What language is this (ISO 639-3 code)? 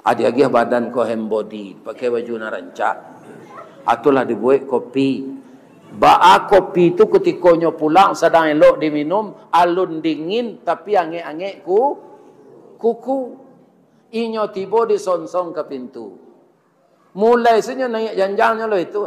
min